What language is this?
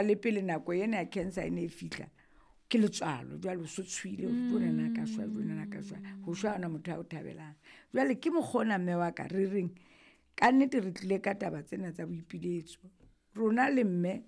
Southern Sotho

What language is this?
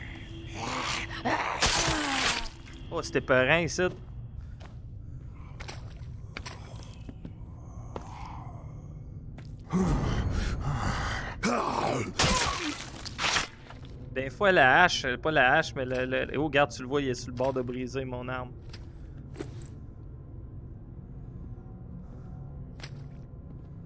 French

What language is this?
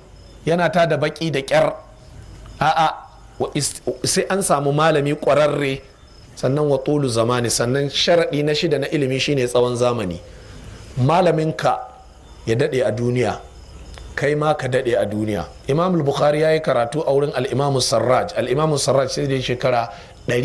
Hausa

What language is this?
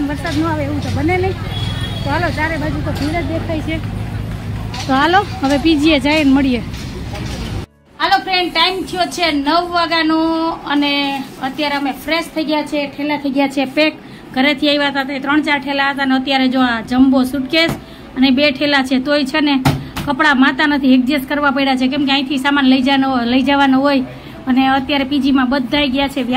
Gujarati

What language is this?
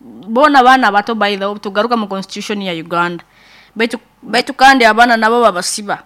Nyankole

